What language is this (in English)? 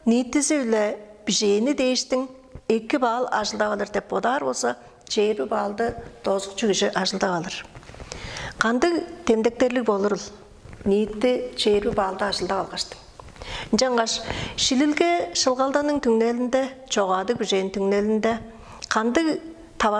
Tuvinian